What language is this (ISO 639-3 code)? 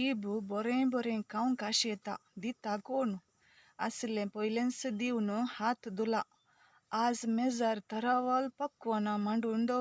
kok